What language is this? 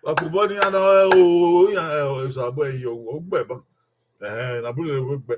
Bini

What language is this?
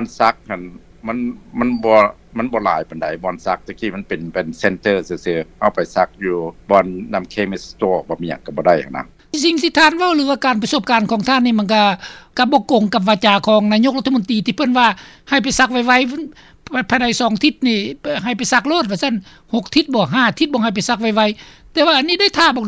Lao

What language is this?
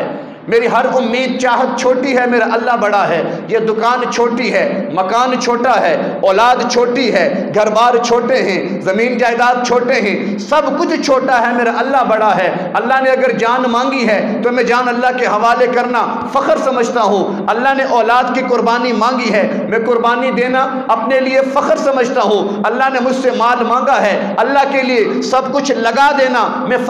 Urdu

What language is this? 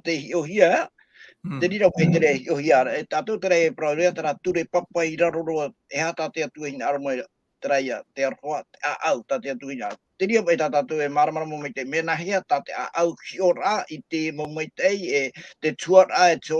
Tahitian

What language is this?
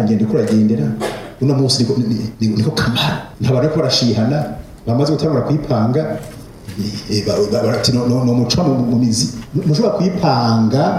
Rundi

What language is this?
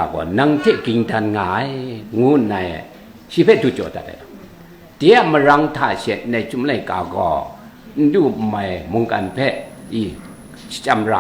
Kachin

